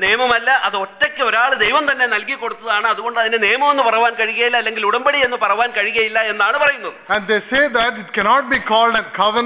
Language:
Malayalam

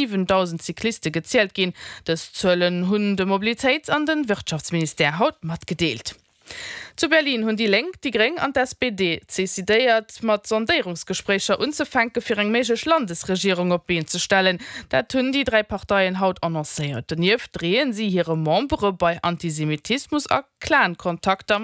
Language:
Luxembourgish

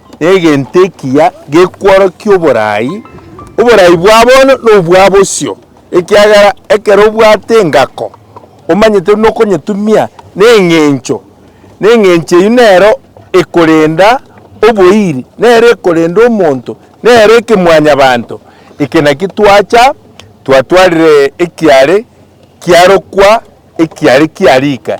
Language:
Gusii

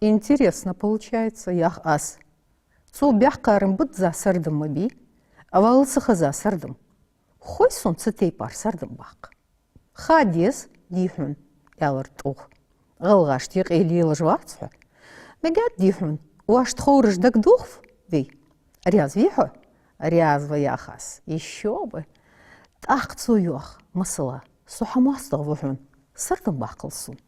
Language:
Ingush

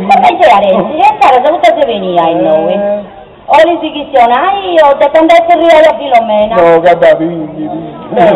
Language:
Sardinian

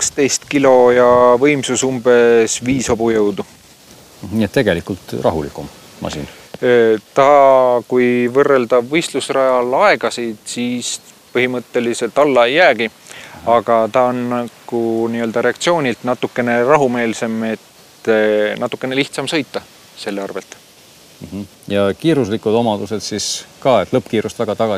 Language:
Estonian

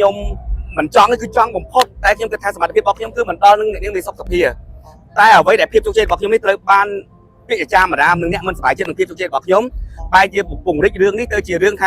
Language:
Khmer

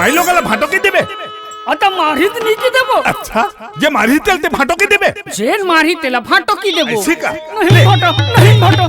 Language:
Chhattisgarhi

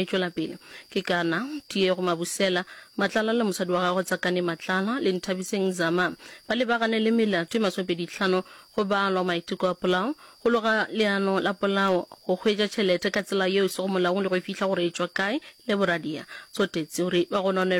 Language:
Northern Sotho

